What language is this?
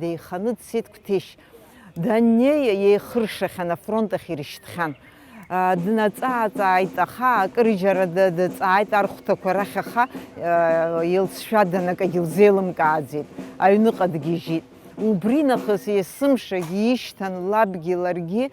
Abkhazian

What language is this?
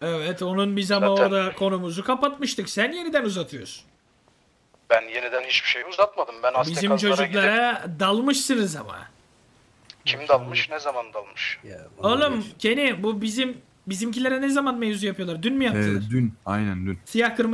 Turkish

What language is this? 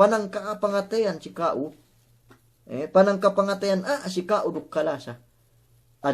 Yakan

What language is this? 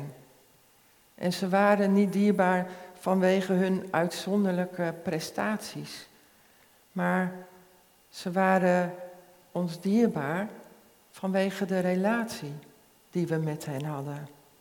Dutch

